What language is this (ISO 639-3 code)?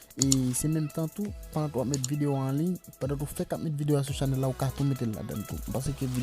hat